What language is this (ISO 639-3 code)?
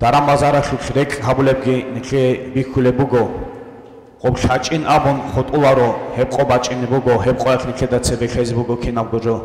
ava